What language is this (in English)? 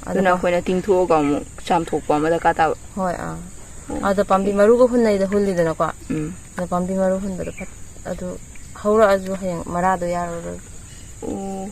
Manipuri